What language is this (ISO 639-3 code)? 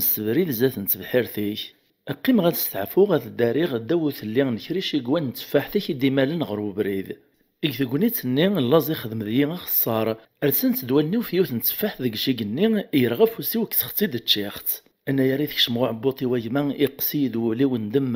kab